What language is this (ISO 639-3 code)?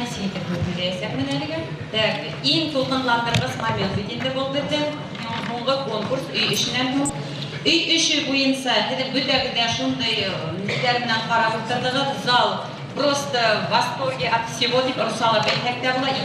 bak